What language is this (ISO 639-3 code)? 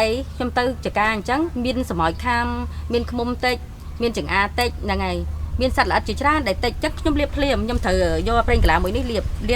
khm